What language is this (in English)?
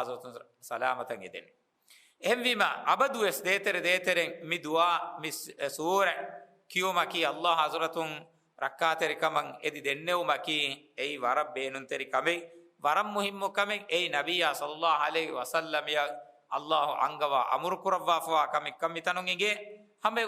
Divehi